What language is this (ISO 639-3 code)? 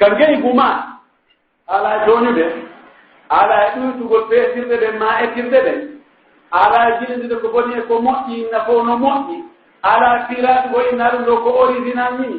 fuf